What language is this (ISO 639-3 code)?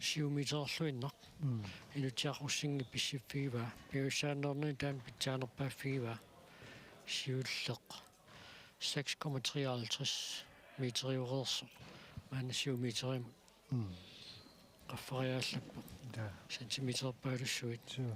kal